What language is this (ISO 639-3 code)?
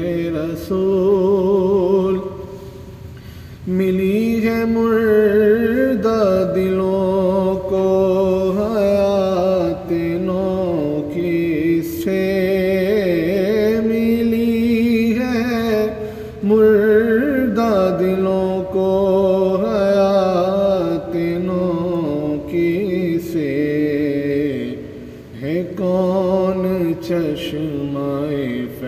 urd